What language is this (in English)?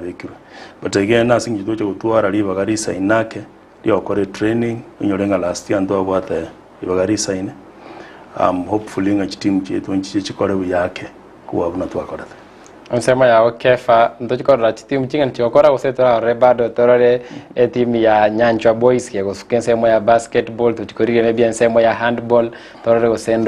Gusii